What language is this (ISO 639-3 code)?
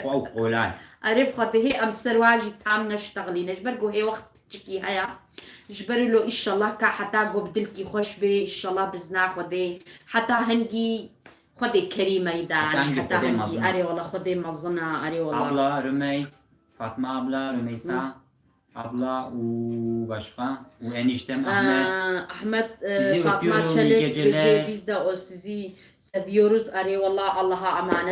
kur